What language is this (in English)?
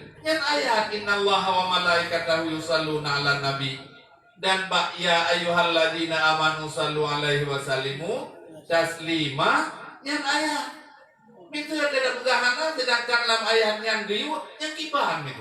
Achinese